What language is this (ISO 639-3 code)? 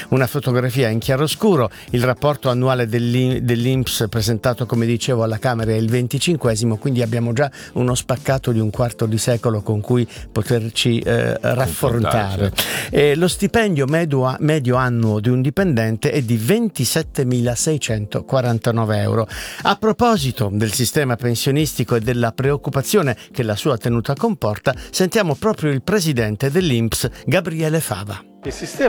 ita